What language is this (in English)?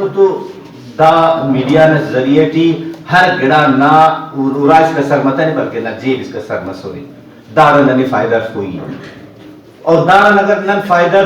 Brahui